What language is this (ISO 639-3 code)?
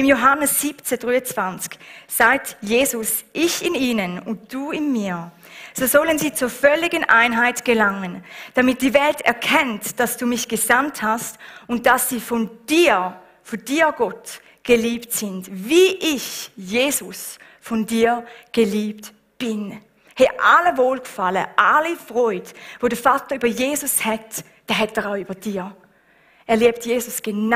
gsw